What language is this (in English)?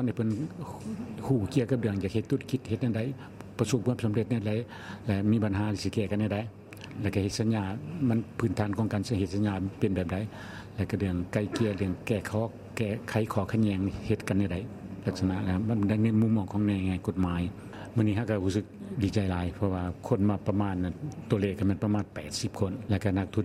Lao